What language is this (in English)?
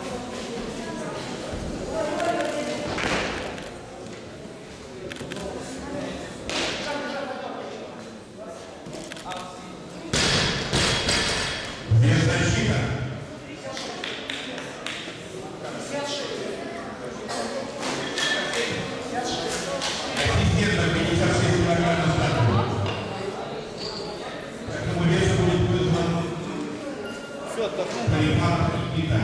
Russian